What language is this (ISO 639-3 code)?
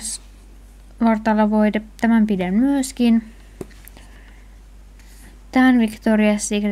fin